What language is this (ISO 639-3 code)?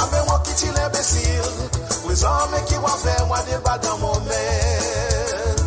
mfe